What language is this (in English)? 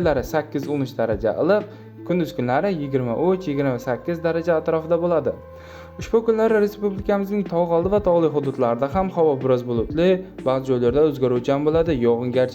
Uzbek